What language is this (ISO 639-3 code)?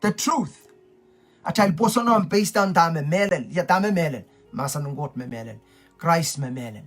pon